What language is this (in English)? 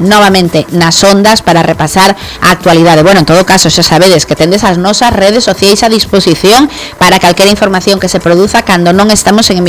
Galician